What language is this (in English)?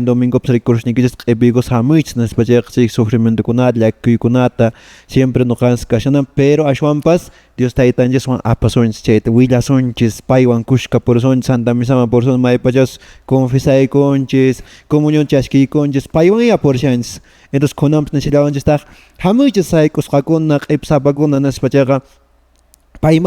Quechua